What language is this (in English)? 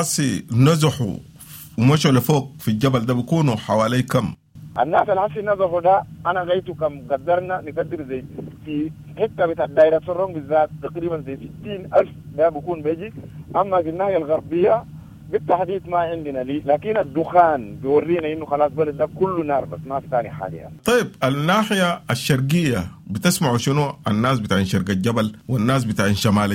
Sudanese Arabic